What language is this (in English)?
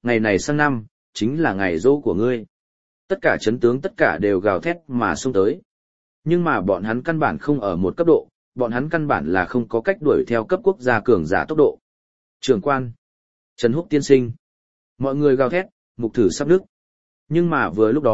Vietnamese